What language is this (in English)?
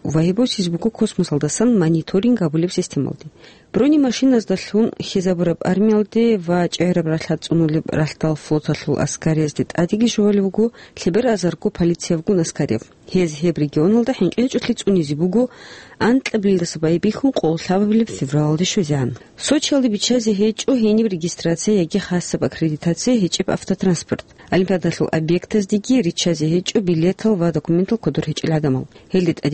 Avaric